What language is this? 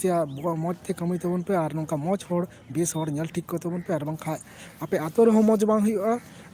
Santali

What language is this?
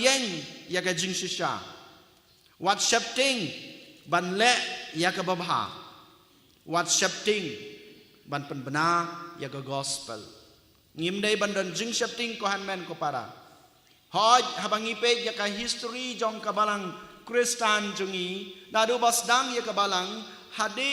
Khasi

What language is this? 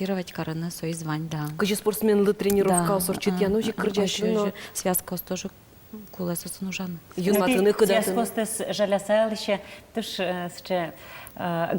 Udmurt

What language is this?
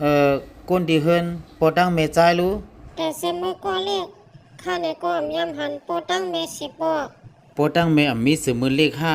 Shan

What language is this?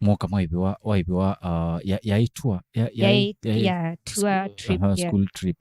Kamba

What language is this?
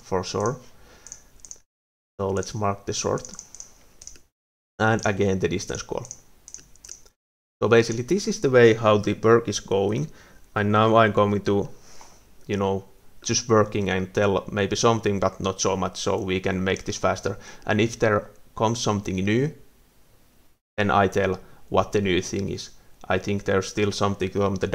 English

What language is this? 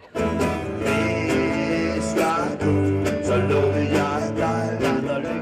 Danish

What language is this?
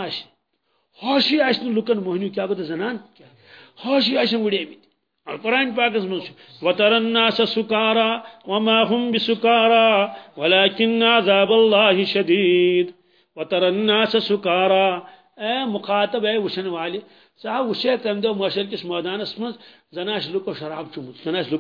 Kashmiri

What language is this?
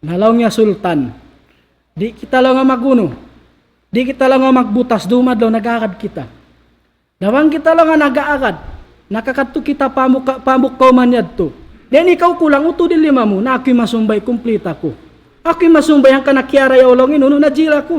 Tausug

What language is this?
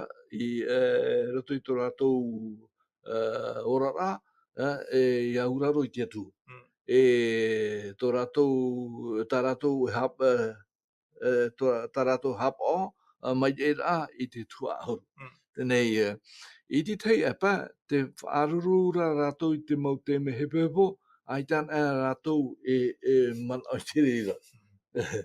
Tahitian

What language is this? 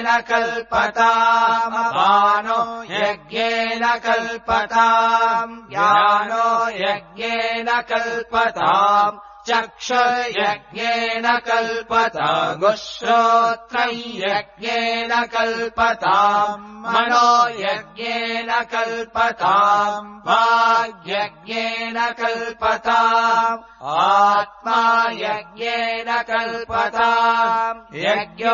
Sanskrit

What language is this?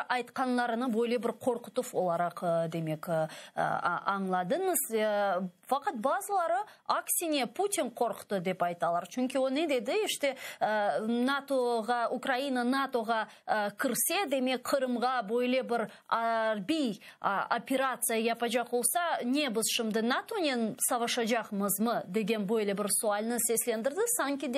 Crimean Tatar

